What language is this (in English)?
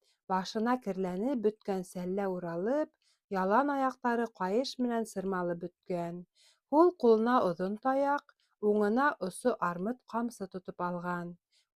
Bashkir